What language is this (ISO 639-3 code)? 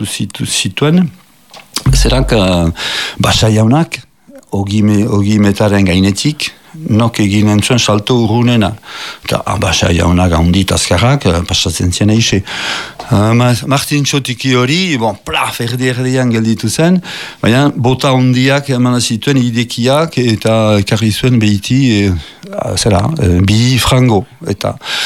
eus